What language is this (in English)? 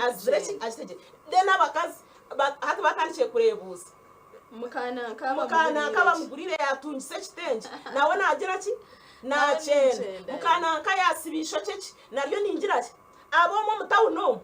Nyankole